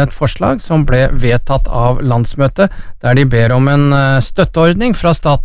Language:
Norwegian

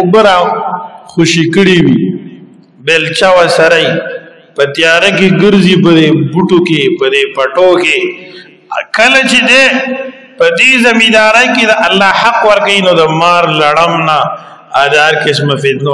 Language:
Pashto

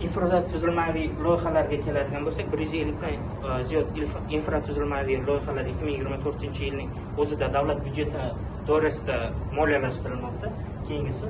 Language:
Uzbek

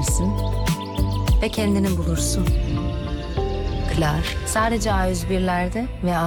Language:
Turkish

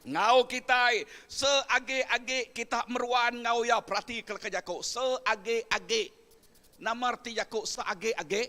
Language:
Iban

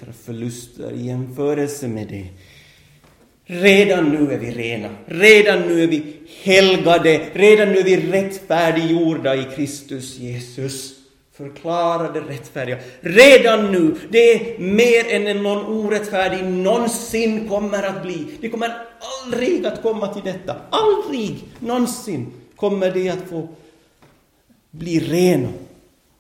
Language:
Swedish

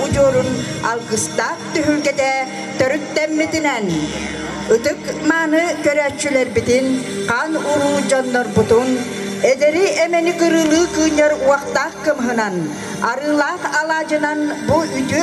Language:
Yakut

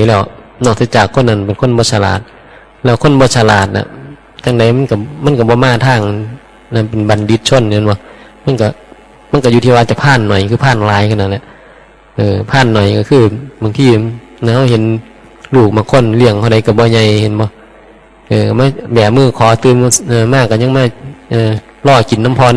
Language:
Northeastern Thai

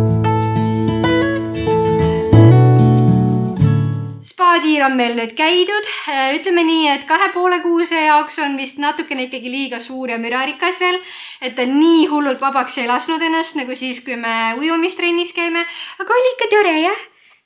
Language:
Estonian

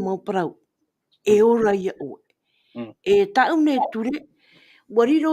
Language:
Tahitian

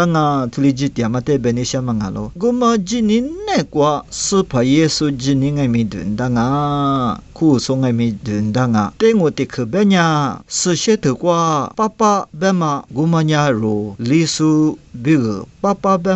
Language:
Lisu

